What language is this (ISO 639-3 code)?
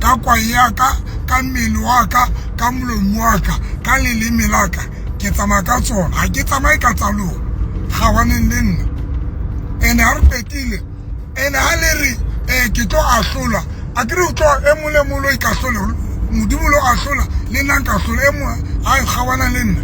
sot